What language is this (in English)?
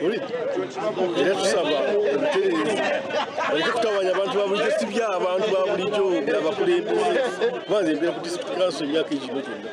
Nyankole